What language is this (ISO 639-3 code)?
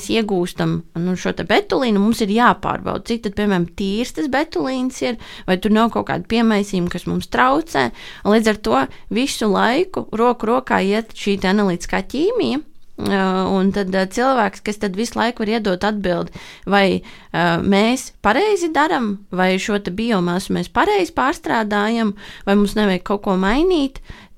lav